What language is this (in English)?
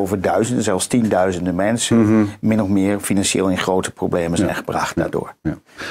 Dutch